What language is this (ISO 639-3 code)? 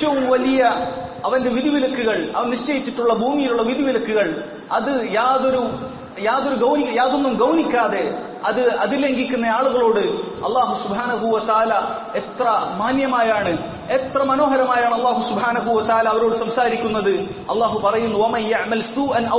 mal